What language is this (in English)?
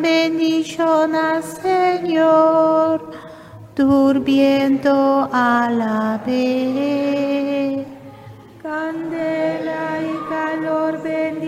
Papiamento